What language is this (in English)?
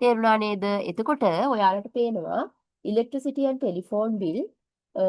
Sinhala